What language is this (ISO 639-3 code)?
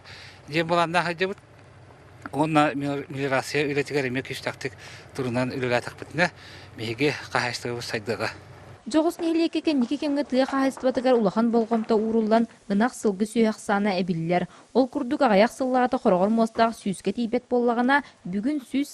sah